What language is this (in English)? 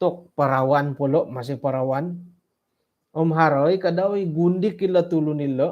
Central Dusun